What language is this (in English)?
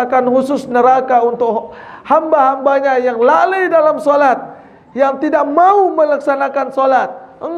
Sasak